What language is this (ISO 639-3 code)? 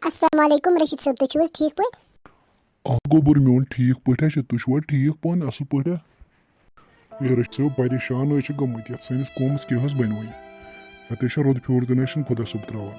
kas